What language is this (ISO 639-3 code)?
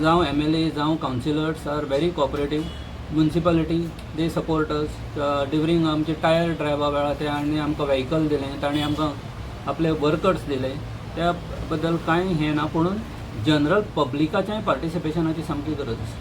kok